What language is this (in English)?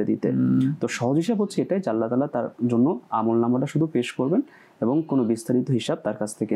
Bangla